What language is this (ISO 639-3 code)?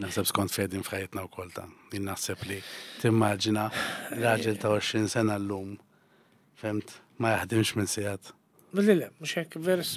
mlt